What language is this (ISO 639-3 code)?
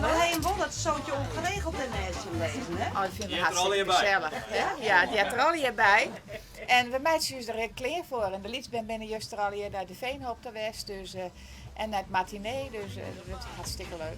fry